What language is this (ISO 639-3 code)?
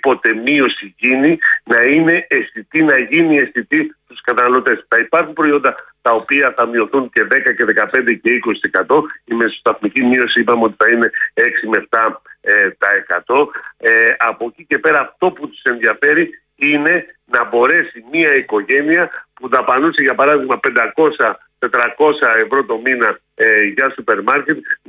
ell